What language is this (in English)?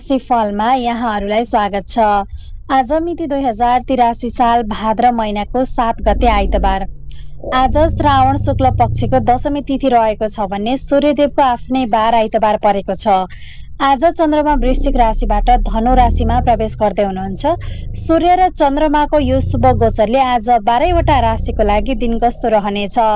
Nepali